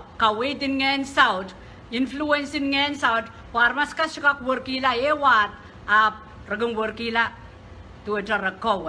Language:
Pohnpeian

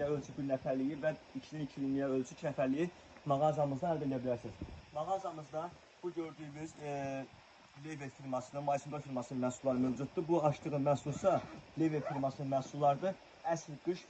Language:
Azerbaijani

